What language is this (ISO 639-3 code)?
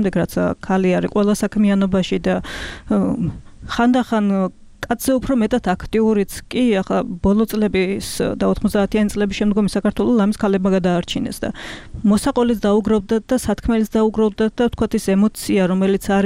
kat